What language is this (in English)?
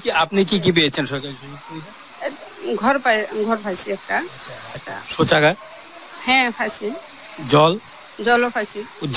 Bangla